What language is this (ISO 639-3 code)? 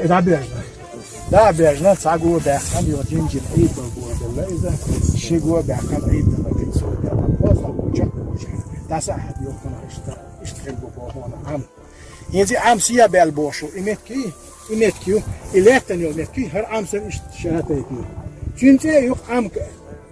che